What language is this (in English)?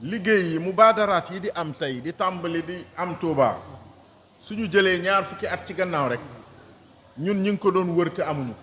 Wolof